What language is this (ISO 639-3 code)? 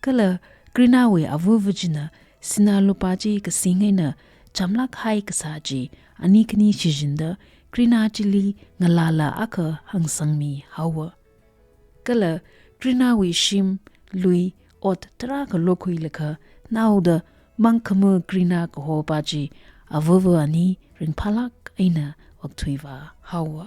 nmf